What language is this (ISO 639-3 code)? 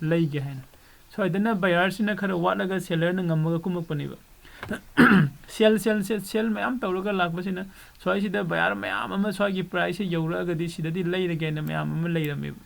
mni